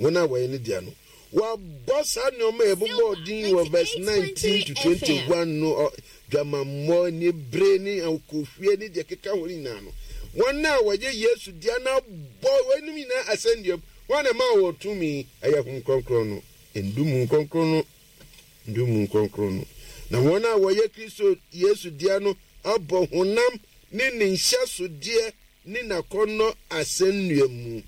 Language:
Akan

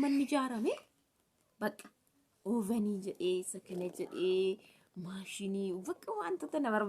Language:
Oromo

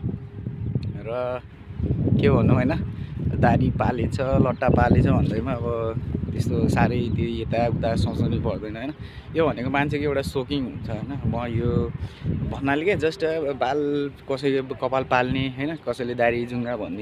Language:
Nepali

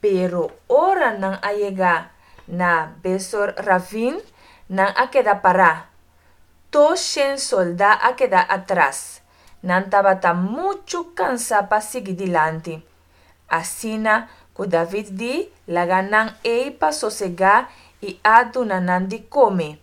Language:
Papiamento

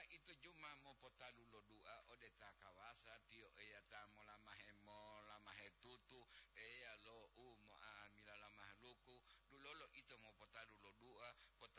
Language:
Gorontalo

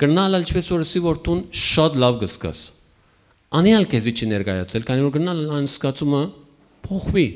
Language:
Western Armenian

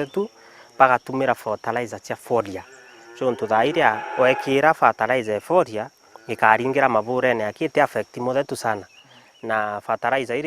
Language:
Meru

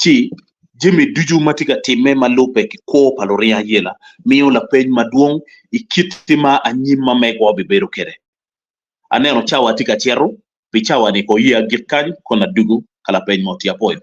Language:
Acoli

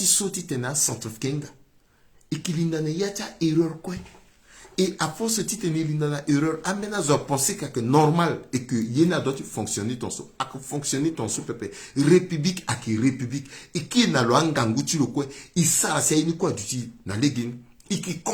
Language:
Sango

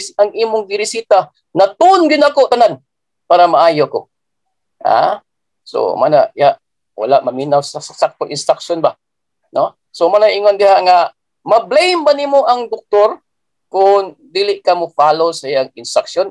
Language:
Cebuano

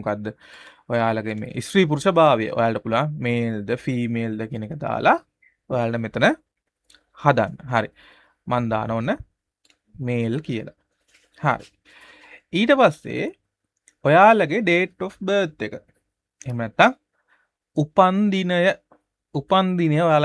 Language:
Sinhala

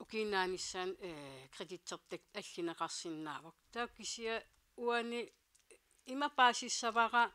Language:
Kalaallisut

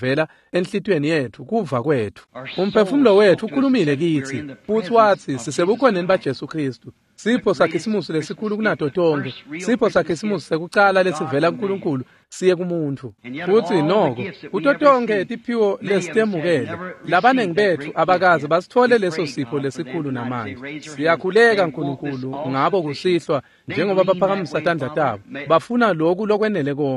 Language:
Swati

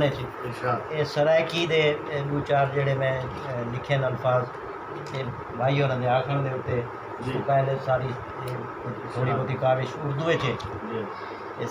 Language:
Saraiki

